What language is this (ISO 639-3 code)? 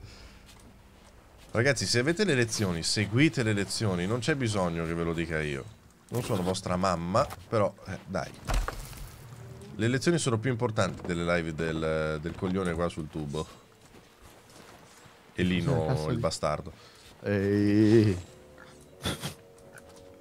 ita